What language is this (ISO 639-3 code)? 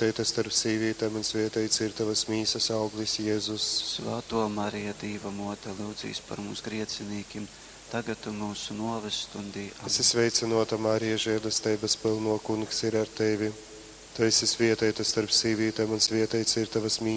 ltg